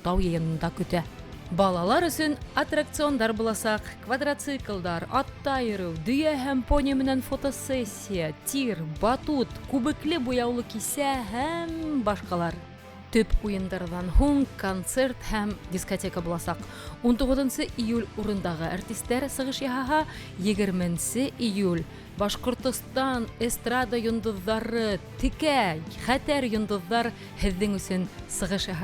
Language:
Bashkir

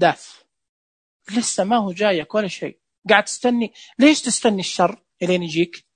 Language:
Najdi Arabic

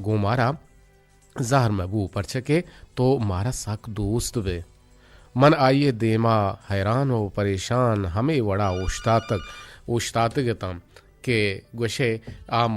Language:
Eastern Balochi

